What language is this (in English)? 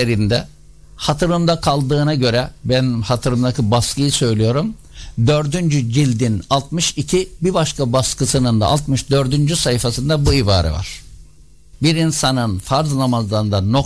Turkish